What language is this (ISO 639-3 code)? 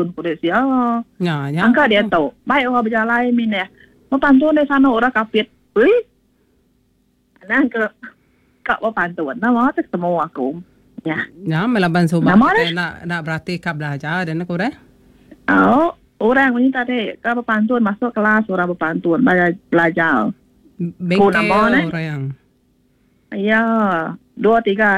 iba